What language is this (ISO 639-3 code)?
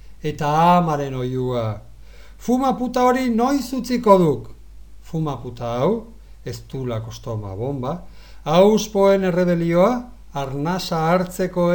eus